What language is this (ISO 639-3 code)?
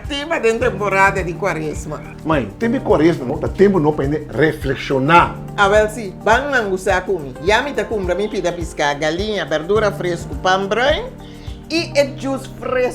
pap